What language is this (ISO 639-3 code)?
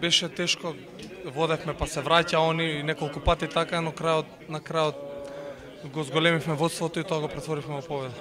mkd